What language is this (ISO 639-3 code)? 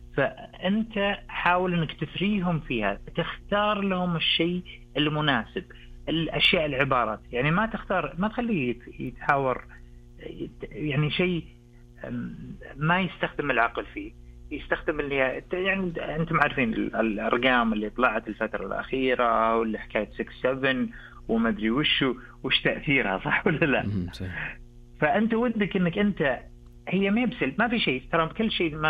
ars